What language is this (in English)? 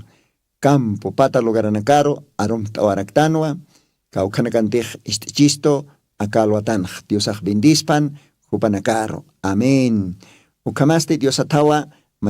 Aymara